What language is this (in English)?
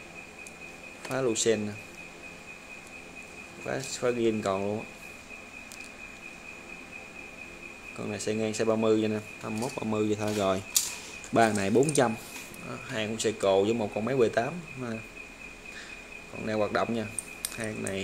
Vietnamese